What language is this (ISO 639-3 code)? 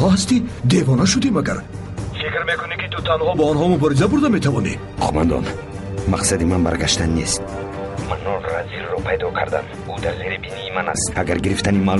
tgk